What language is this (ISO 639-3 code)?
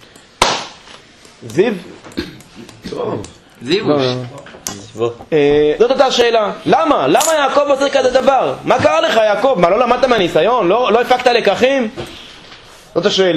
heb